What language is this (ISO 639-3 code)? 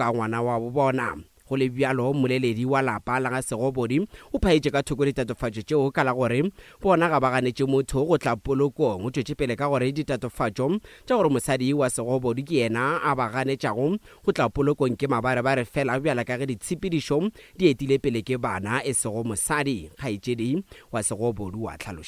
nso